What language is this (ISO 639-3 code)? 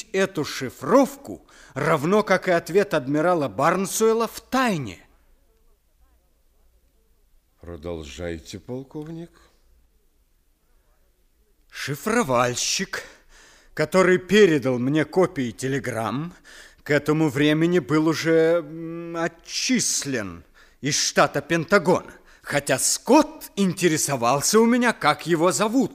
rus